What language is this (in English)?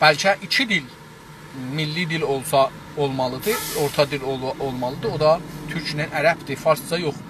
South Azerbaijani